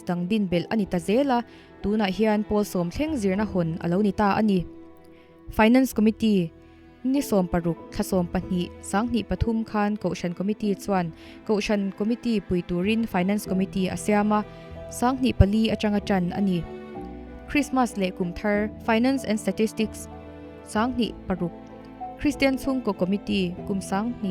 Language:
Mizo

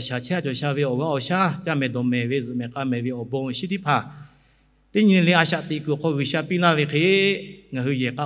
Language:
Lahu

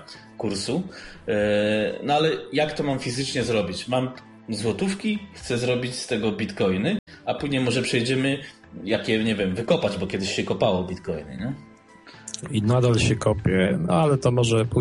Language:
Polish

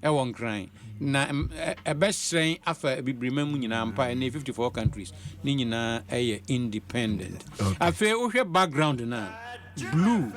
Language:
Akan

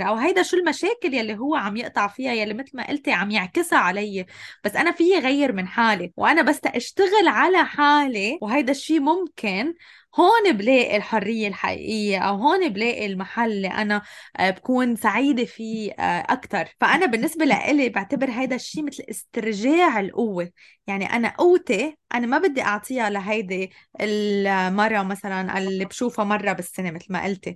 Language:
North Levantine Arabic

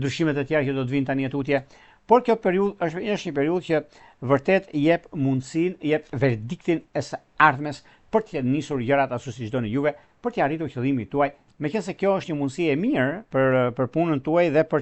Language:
Albanian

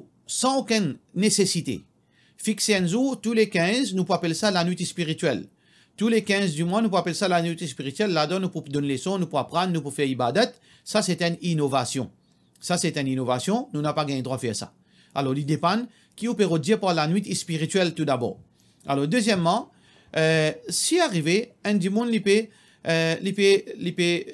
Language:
Morisyen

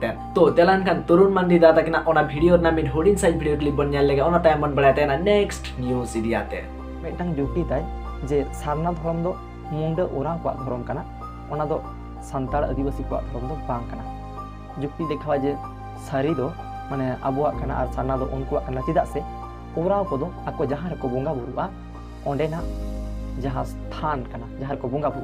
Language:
Santali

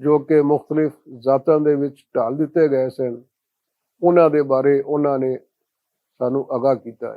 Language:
Western Panjabi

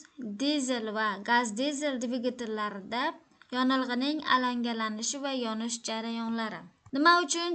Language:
Uzbek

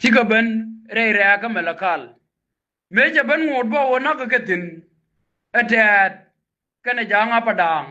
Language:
Nuer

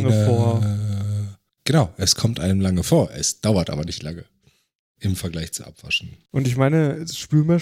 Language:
German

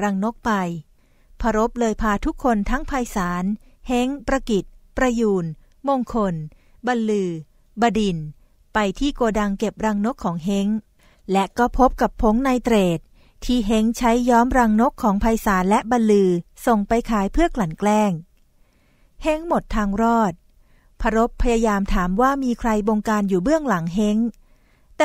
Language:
Thai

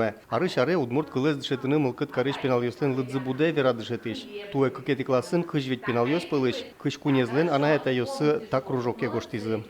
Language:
Udmurt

